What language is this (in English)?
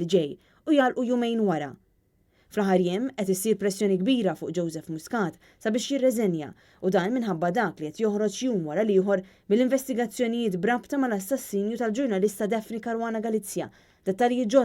Maltese